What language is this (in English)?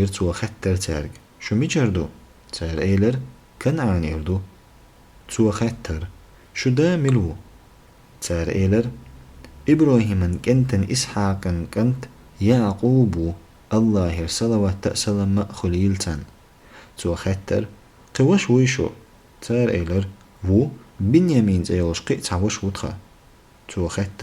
Chechen